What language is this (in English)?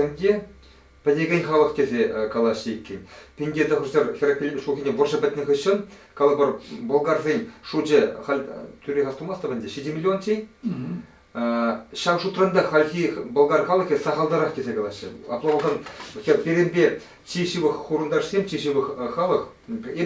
Chuvash